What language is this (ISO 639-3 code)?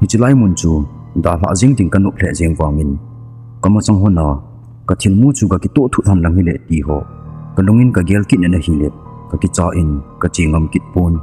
tcz